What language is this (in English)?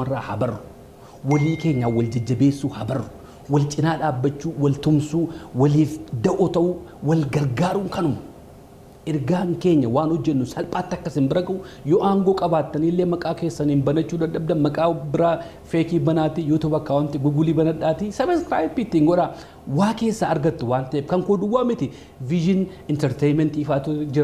Oromo